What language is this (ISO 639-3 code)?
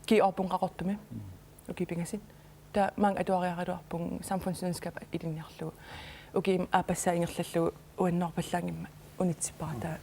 kal